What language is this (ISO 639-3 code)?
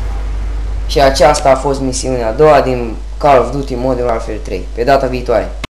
ron